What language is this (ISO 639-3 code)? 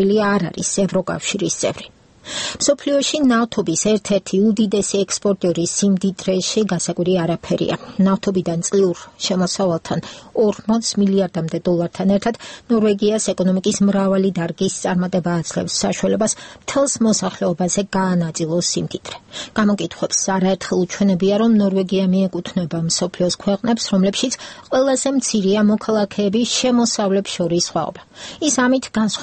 kat